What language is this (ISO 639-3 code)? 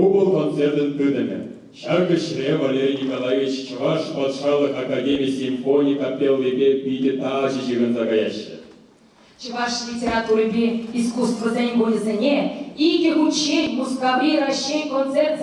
chv